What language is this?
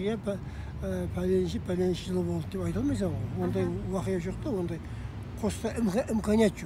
Kara-Kalpak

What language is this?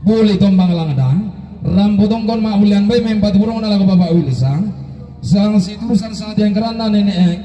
Toraja-Sa'dan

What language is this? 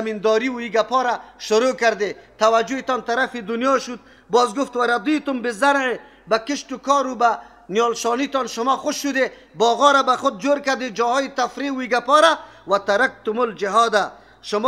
Persian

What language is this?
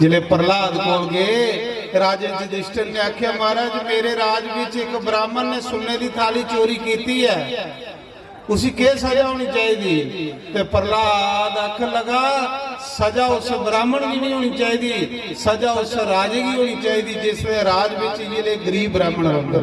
Dogri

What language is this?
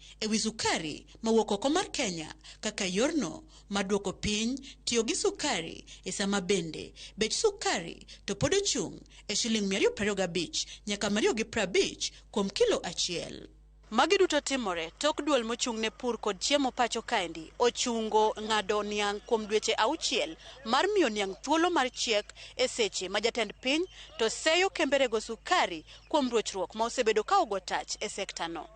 Luo (Kenya and Tanzania)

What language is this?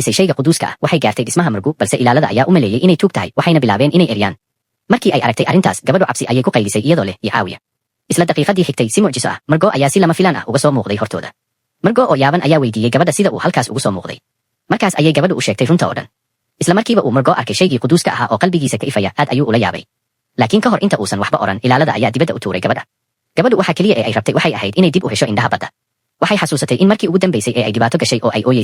Somali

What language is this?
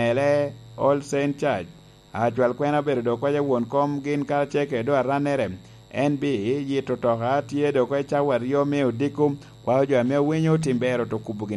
Lango (Uganda)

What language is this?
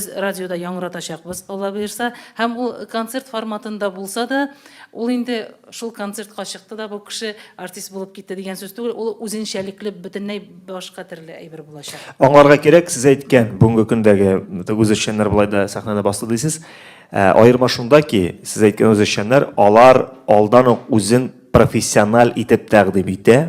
Tatar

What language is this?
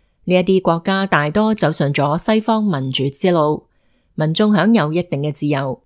Cantonese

